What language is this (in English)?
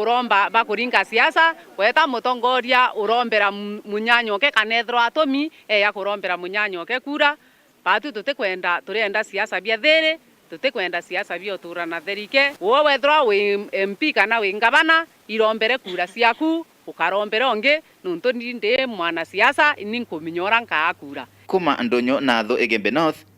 Meru